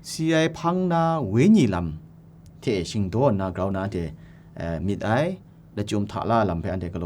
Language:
Kachin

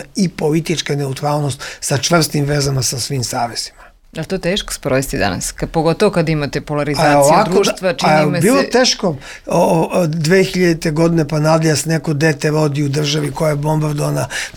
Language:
Serbian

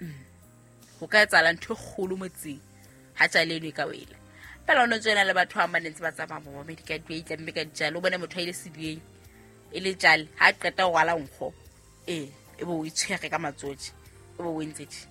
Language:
Southern Sotho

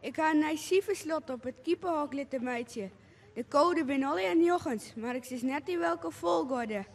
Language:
Western Frisian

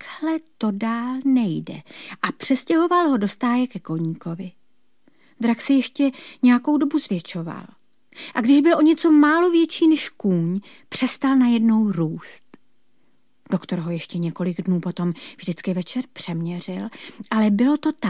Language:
Czech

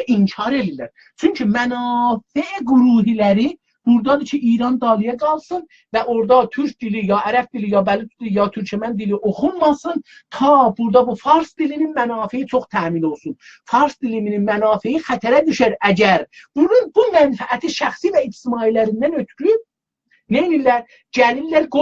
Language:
South Azerbaijani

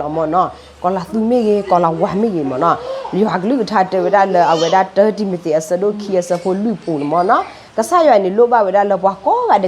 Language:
S'gaw Karen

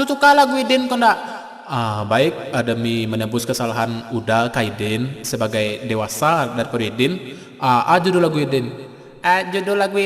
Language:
Minangkabau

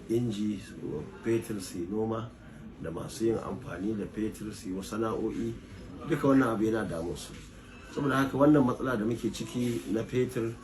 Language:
Hausa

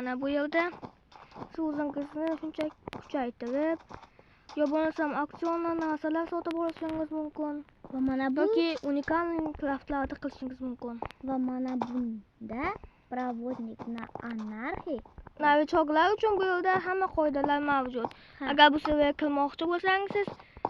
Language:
Uzbek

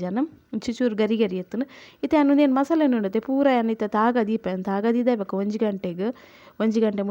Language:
Tulu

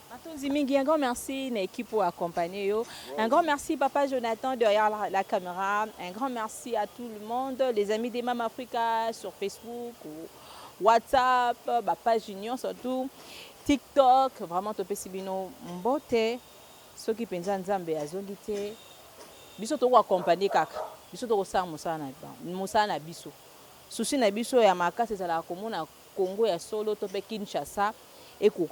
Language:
Lingala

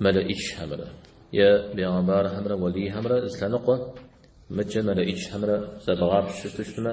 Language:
Kabardian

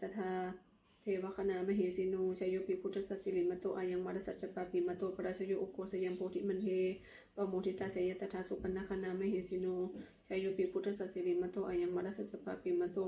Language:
Pali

